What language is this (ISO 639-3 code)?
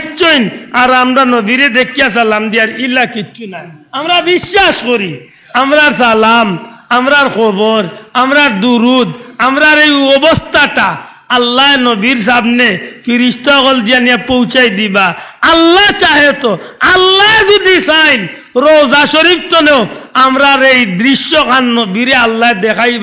syl